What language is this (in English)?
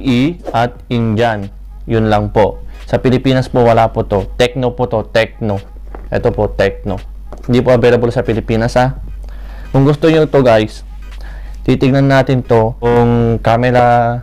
Filipino